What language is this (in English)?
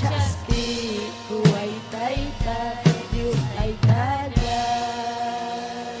Ayacucho Quechua